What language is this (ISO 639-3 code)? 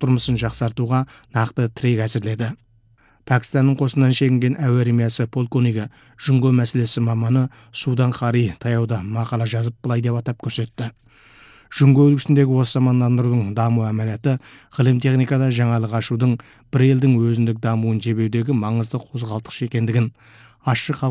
kaz